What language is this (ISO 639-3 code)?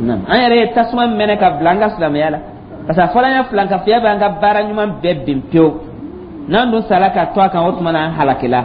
dyu